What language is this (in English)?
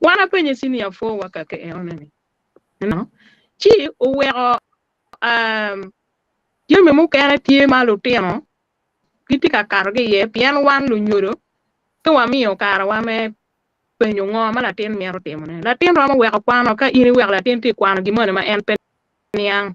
Acoli